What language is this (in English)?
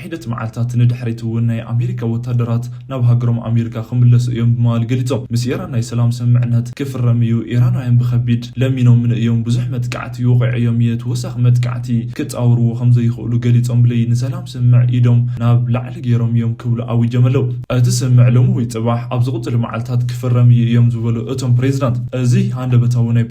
Tigrinya